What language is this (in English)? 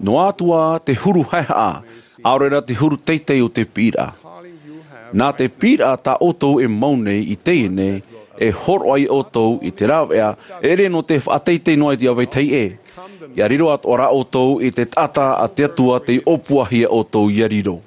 Tahitian